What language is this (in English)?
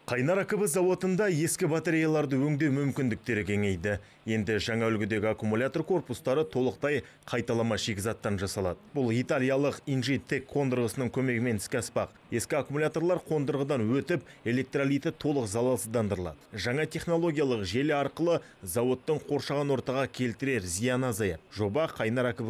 Kazakh